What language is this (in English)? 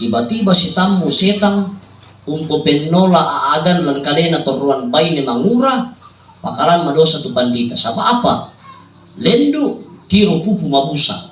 Toraja-Sa'dan